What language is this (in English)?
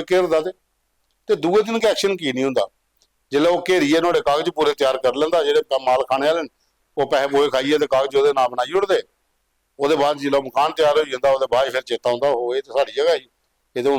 Dogri